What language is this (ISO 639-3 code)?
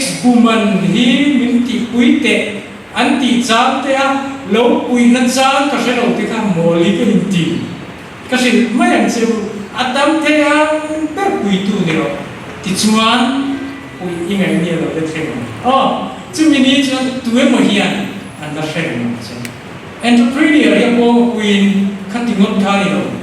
lus